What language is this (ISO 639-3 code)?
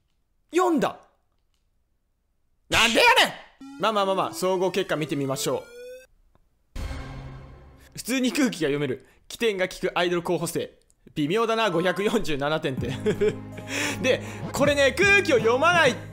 jpn